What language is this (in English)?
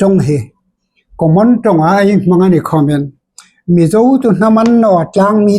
Hmar